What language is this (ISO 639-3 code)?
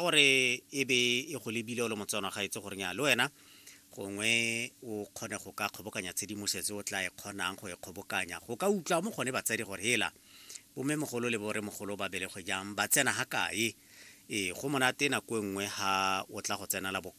tsn